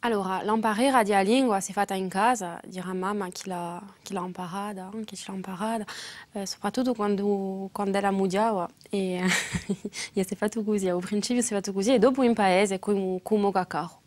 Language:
Corsican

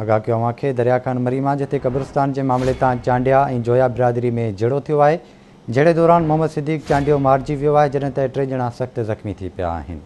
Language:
Sindhi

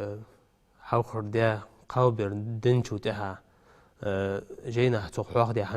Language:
Ingush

